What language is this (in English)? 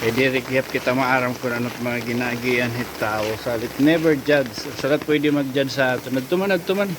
Waray